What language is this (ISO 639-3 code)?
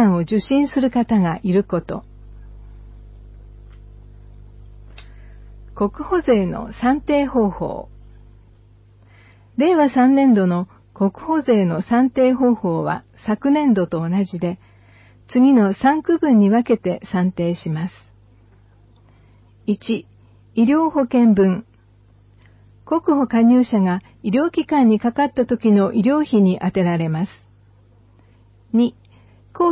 jpn